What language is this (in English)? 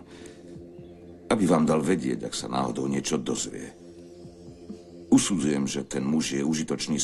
Slovak